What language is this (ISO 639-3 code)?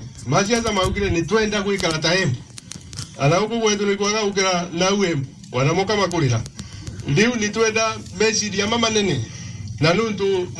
mer